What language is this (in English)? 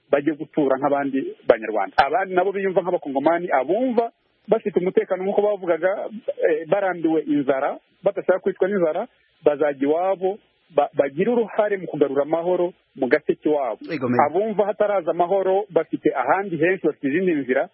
Kinyarwanda